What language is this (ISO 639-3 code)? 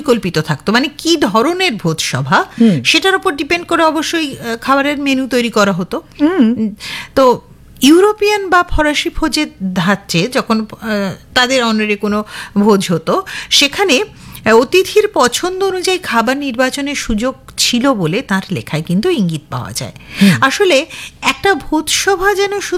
ben